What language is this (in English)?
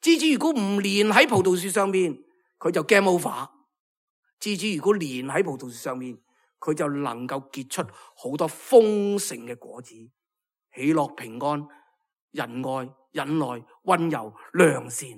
Cantonese